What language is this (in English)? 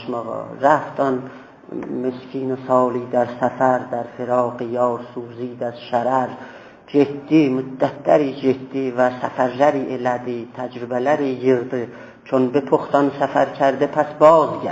South Azerbaijani